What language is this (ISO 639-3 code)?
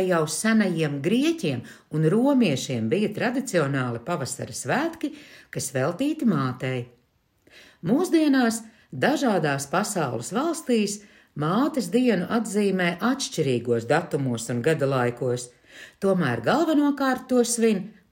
lav